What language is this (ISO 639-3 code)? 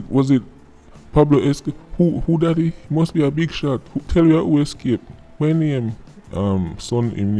jam